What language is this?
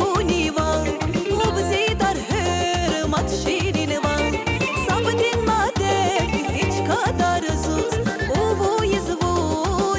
Tabassaran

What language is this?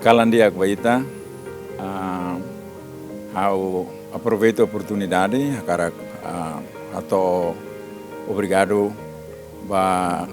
Tetum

